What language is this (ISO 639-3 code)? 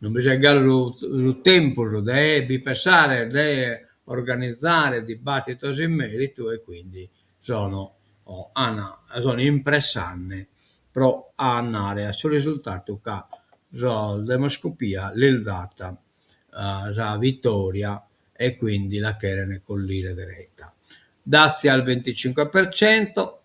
srd